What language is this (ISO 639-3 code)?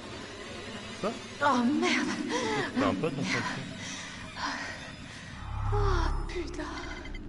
fra